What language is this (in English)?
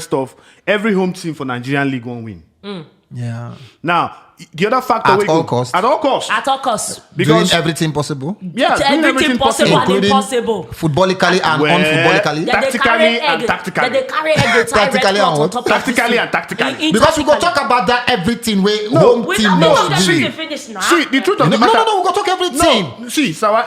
Nigerian Pidgin